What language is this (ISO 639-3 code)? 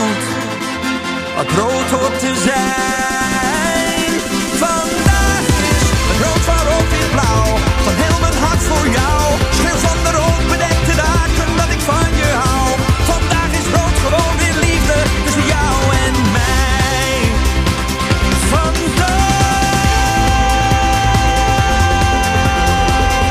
nld